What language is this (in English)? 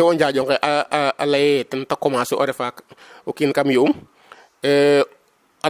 Serer